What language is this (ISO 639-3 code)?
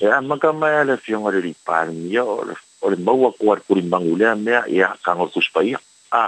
smo